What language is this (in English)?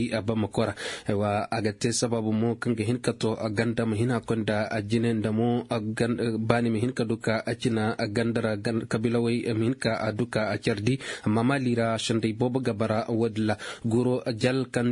Koyraboro Senni